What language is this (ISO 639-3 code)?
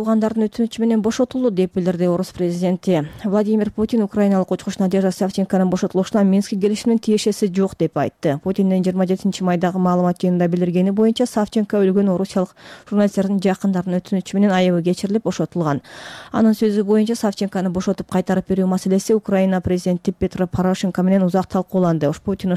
kir